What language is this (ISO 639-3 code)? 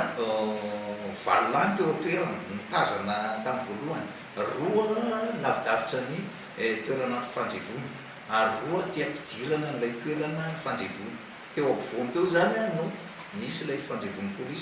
mlg